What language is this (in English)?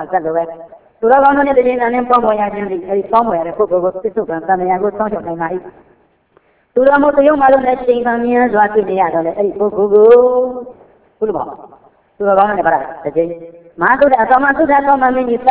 Burmese